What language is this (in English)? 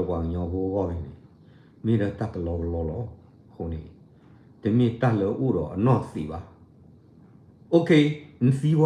S'gaw Karen